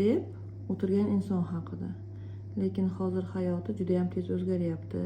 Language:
Uzbek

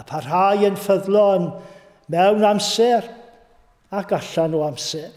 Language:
Welsh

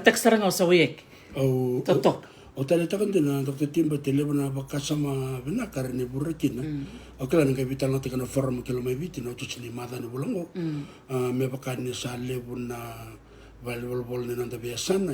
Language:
Fijian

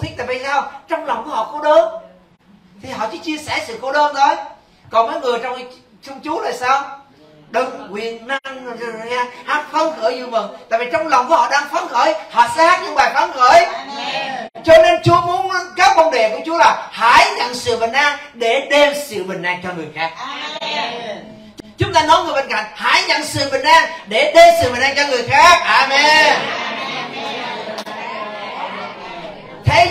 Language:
Vietnamese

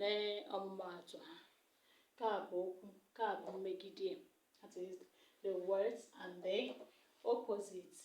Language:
Igbo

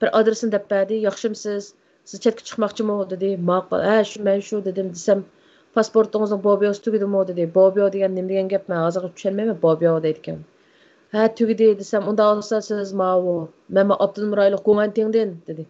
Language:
Uyghur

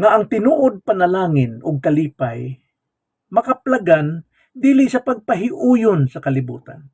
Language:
Cebuano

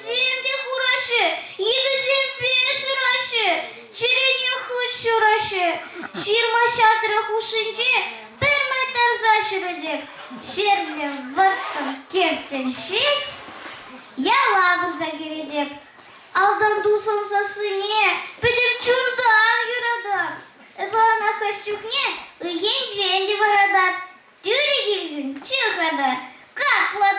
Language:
Chuvash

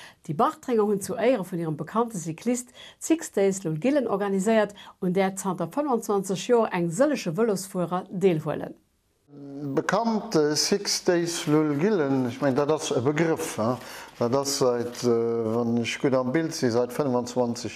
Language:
Luxembourgish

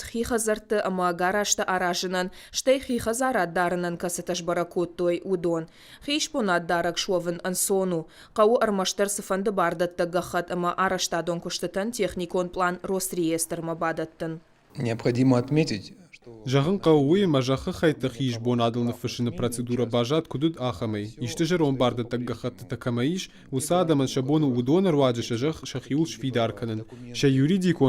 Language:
Ossetic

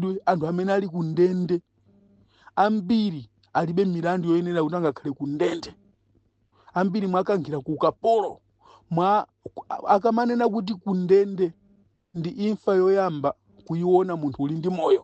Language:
Nyanja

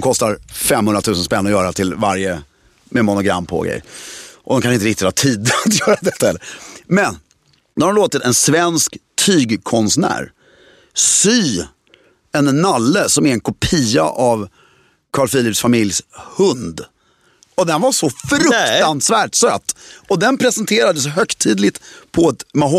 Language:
Swedish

